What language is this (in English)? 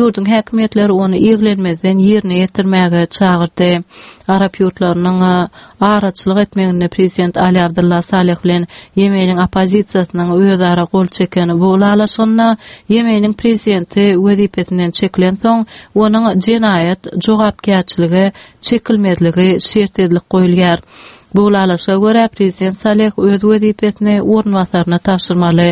Turkmen